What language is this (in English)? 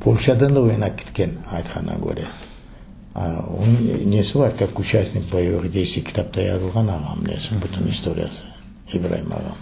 Crimean Tatar